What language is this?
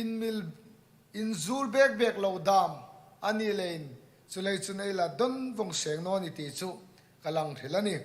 Hmar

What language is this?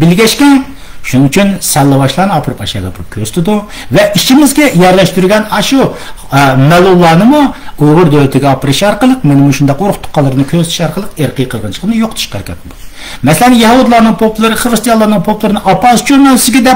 Uyghur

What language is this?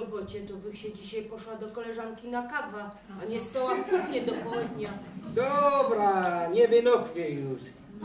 Silesian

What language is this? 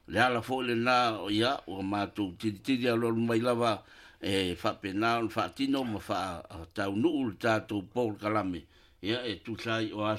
Samoan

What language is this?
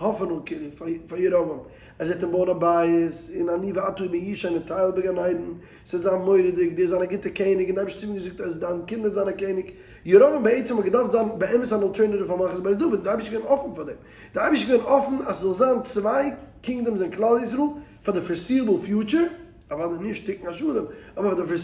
Yiddish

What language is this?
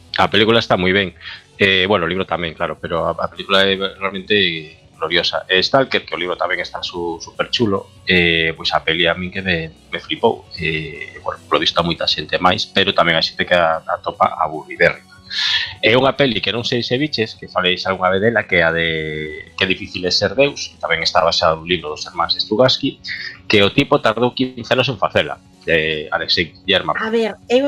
Galician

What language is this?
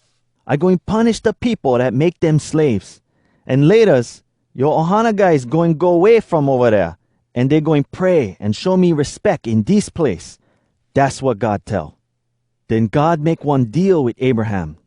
Hawai'i Creole English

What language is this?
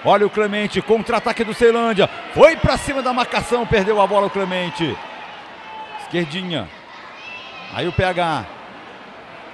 Portuguese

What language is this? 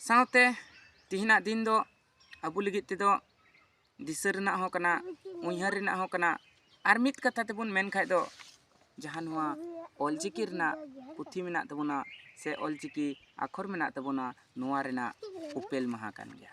Santali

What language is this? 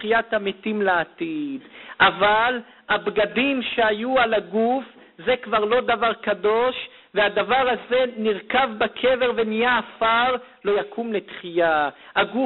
Hebrew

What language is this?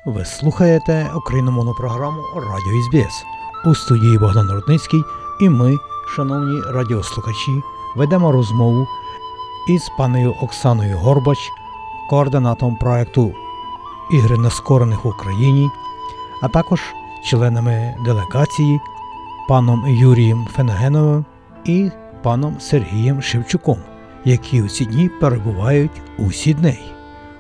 Ukrainian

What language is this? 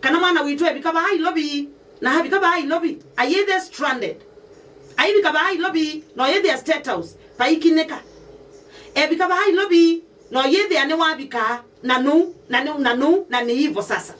Kamba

